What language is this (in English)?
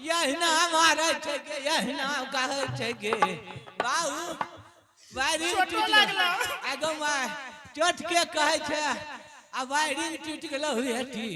Angika